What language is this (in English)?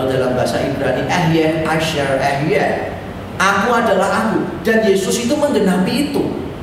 Indonesian